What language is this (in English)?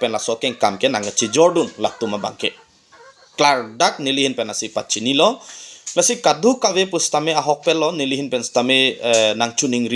Karbi